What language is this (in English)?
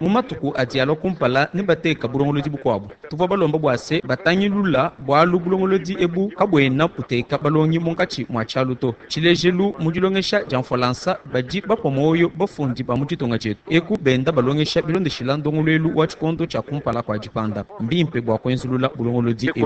Luba-Lulua